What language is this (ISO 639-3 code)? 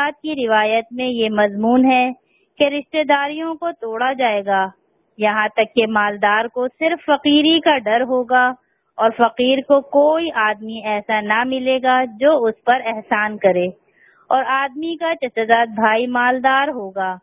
urd